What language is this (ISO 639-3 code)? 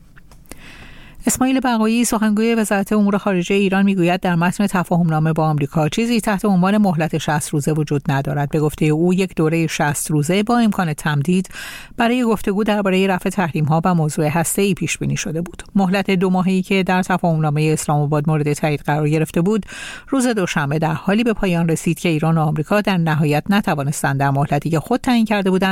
fas